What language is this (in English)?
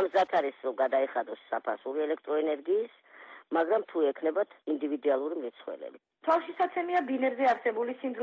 Georgian